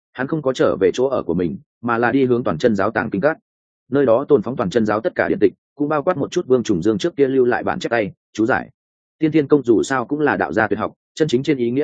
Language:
Vietnamese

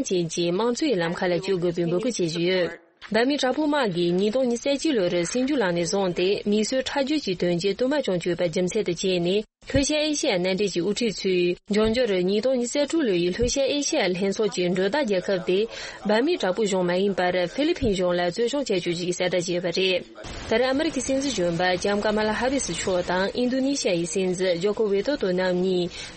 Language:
Tibetan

